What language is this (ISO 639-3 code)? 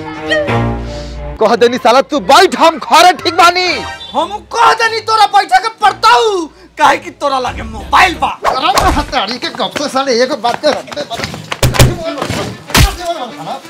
bho